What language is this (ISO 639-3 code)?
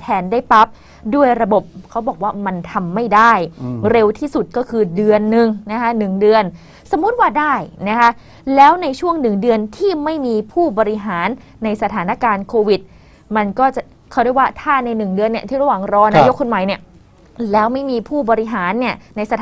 tha